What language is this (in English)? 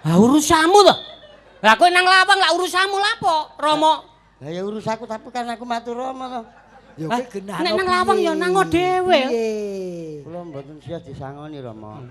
Javanese